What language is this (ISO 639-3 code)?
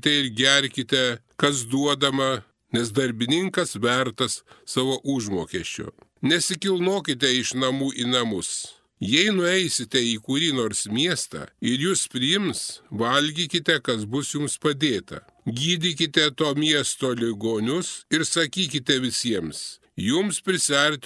lit